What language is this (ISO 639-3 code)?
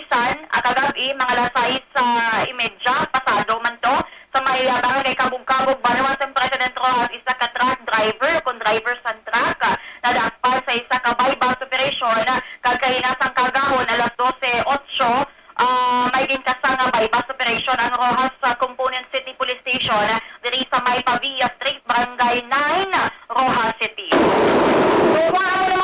hil